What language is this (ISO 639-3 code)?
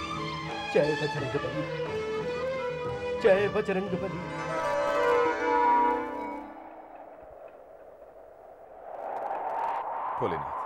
hin